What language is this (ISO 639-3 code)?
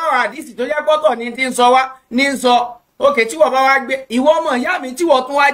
yor